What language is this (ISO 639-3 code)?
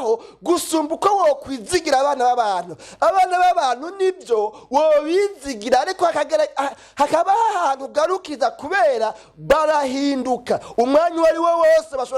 run